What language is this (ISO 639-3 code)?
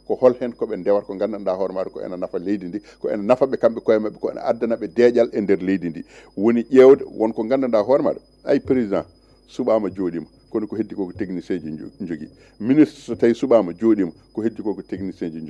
ful